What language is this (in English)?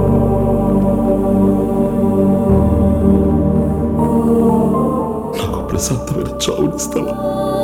Telugu